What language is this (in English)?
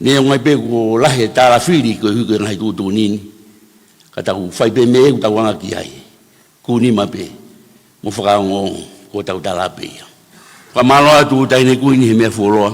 Tongan